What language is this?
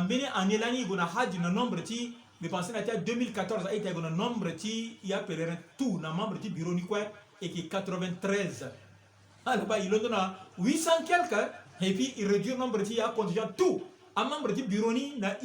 Sango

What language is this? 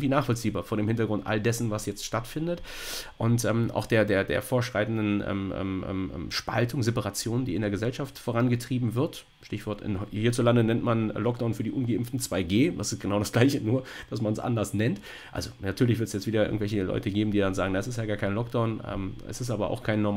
German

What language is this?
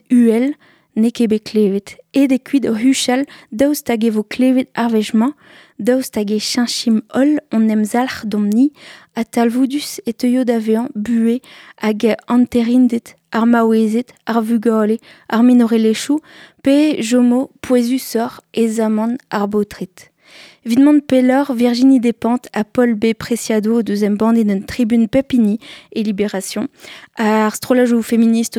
Breton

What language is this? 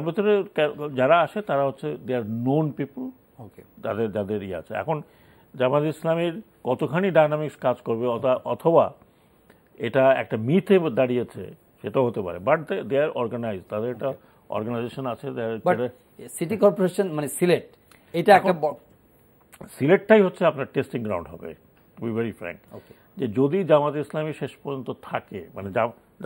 Bangla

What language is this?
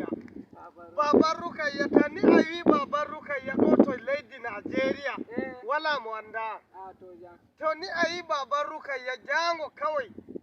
Nigerian Fulfulde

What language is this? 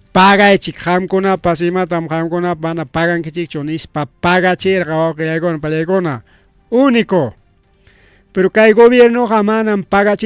Ayacucho Quechua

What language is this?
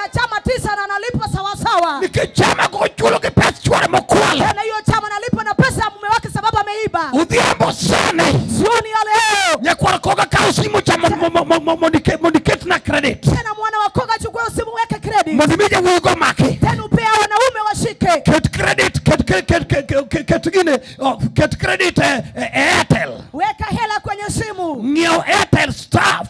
Luo (Kenya and Tanzania)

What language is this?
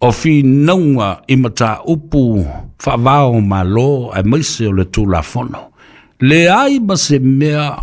Samoan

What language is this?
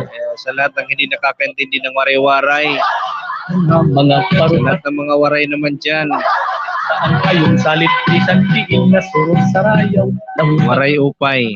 Waray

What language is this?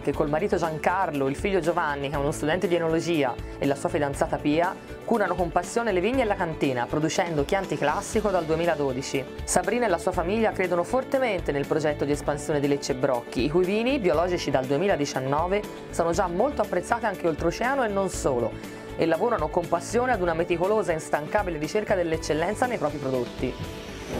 Italian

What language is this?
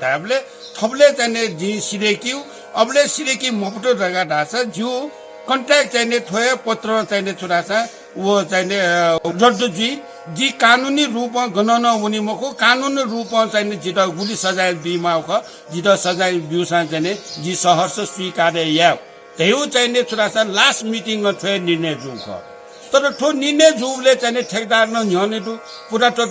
Newari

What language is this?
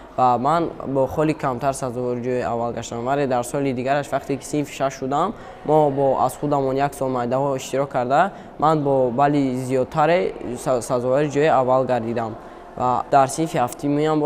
Tajik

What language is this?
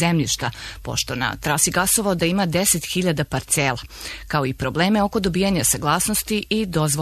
Serbian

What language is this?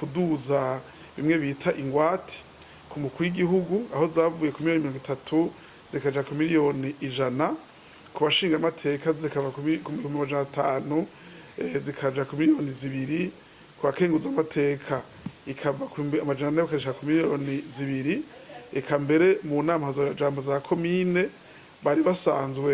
Rundi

